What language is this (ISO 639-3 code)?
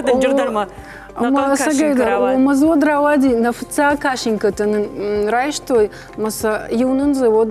oss